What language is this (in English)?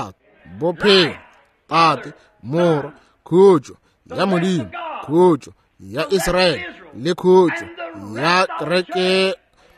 Northern Sotho